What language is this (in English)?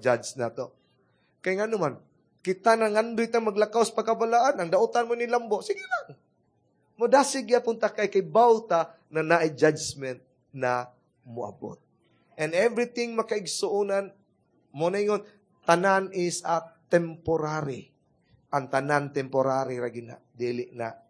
Cebuano